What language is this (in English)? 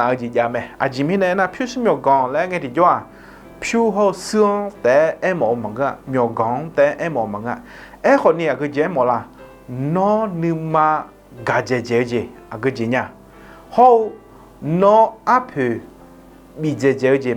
Akha